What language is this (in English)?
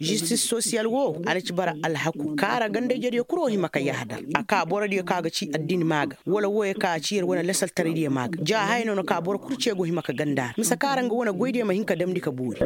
Koyraboro Senni